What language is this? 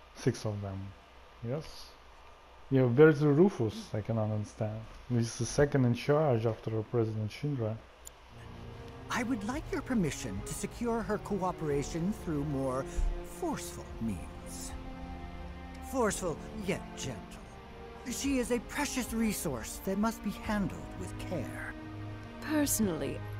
English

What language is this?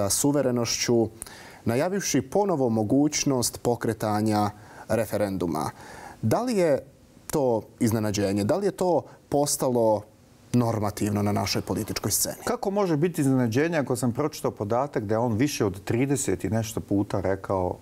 Bosnian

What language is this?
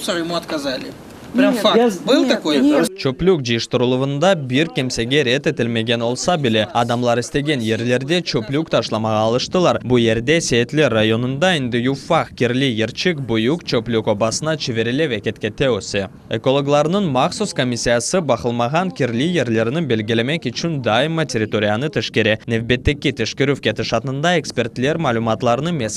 Crimean Tatar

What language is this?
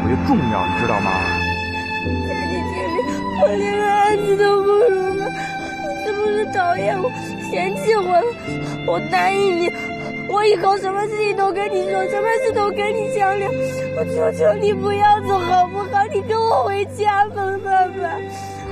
Chinese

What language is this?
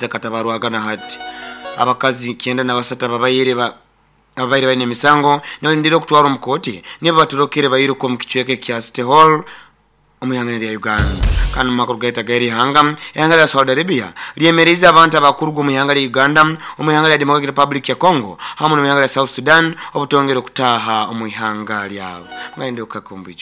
Nyoro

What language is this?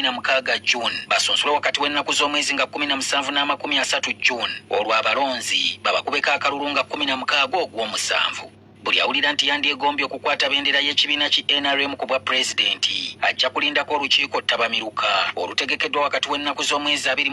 Ganda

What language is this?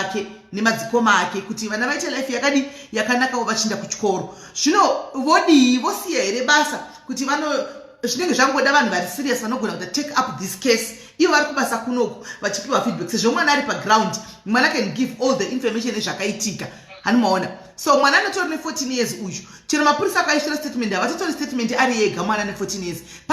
Shona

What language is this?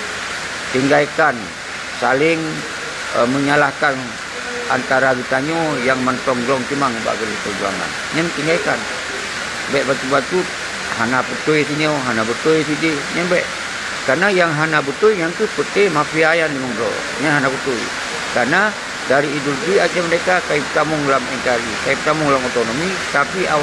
Achinese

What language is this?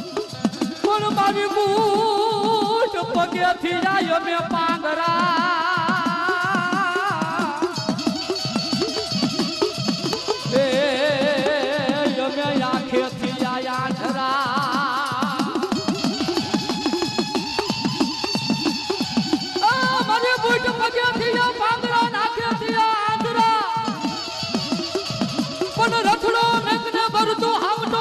Gujarati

